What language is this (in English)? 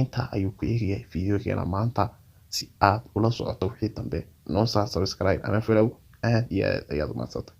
Somali